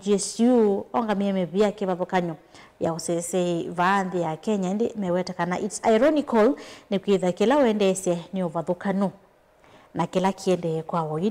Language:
Kamba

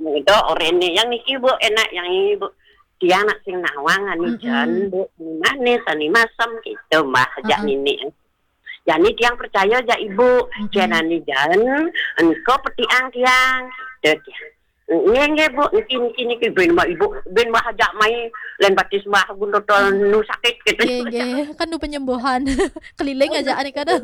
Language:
Balinese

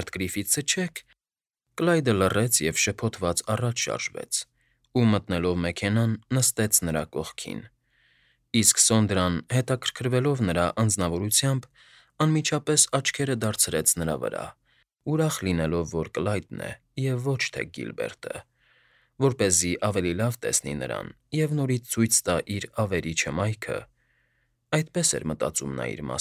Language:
Armenian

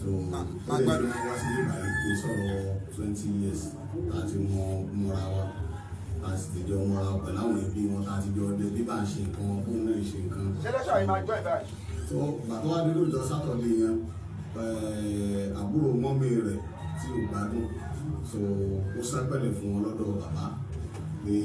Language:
Yoruba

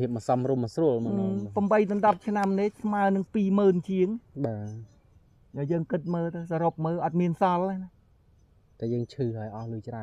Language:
Khmer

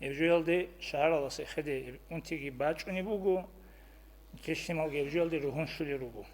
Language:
Avaric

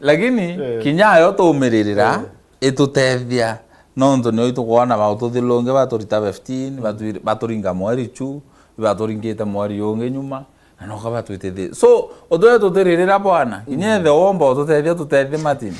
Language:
Meru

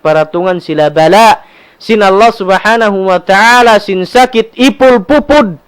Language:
Tausug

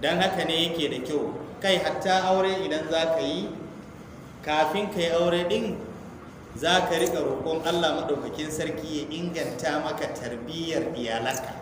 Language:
Hausa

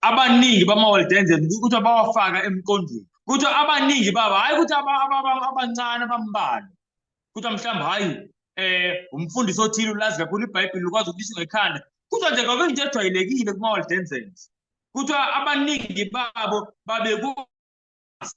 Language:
Zulu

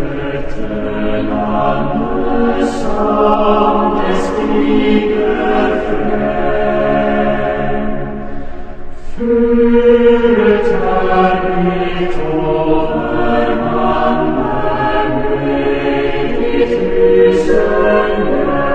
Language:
Norwegian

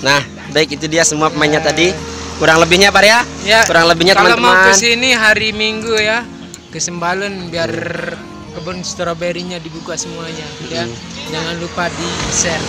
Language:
Sasak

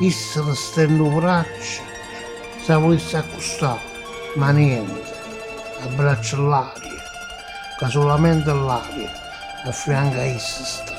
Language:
Neapolitan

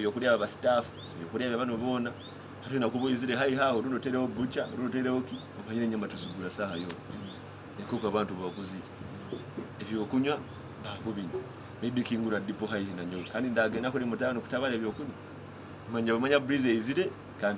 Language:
Nyoro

